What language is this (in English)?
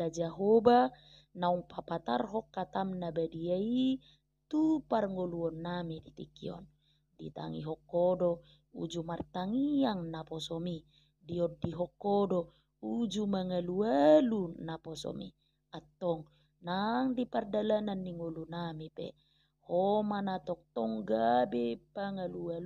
Batak Toba